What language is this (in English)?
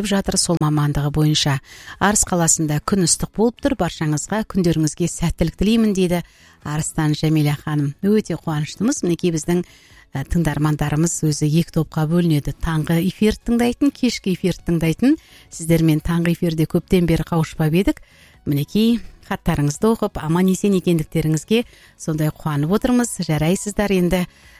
Kazakh